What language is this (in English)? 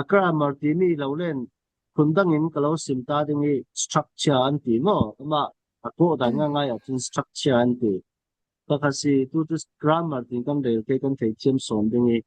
Falam Chin